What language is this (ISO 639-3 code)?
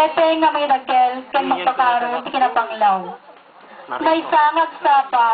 ilo